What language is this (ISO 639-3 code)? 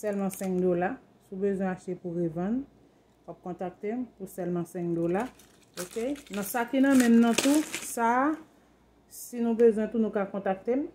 hat